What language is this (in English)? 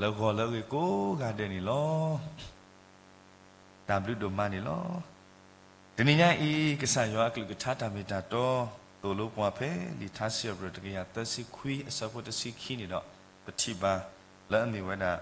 S'gaw Karen